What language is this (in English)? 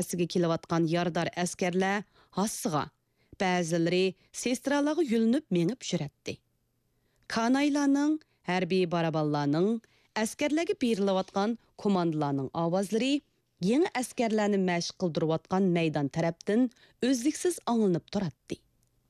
Uyghur